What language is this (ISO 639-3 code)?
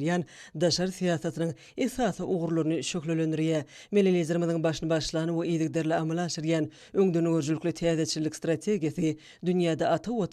tuk